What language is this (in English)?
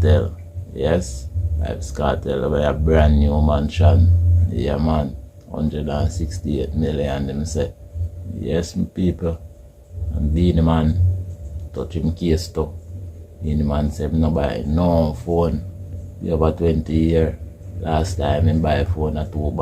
Jamaican Creole English